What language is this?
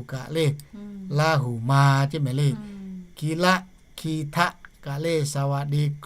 Lahu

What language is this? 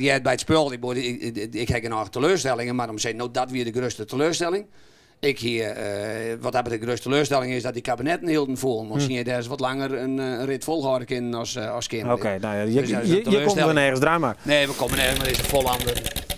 Western Frisian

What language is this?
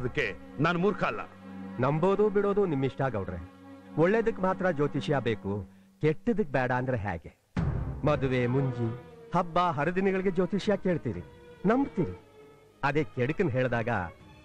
Kannada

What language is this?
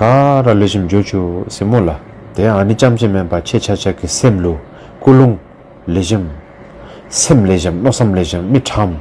Dzongkha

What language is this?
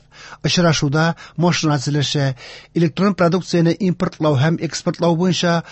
Tatar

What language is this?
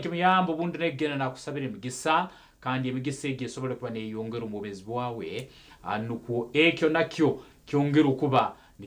Nyankole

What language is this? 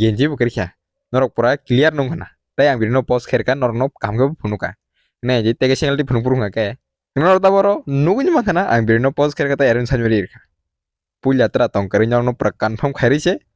Kok Borok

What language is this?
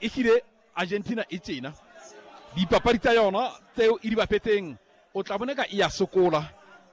Southern Sotho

